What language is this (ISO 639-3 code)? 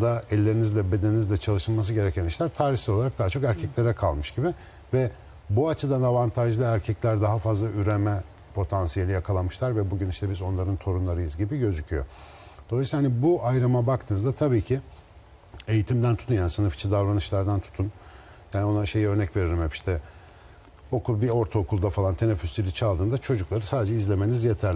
tur